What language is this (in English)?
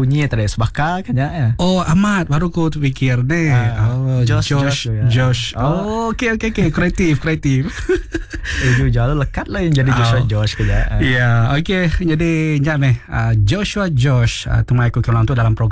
Malay